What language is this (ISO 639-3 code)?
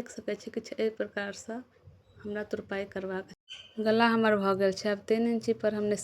mai